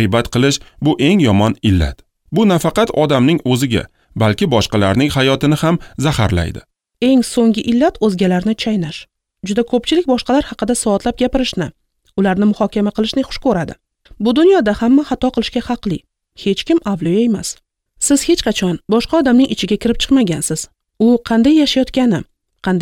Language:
Uzbek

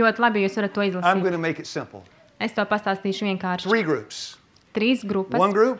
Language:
Latvian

